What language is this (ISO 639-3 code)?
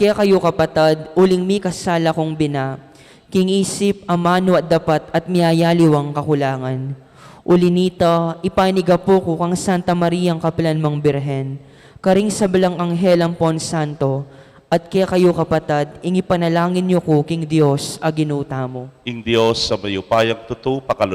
pam